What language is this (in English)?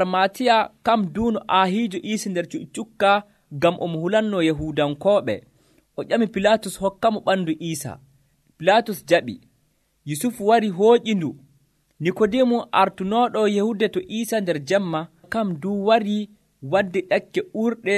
Nigerian Fulfulde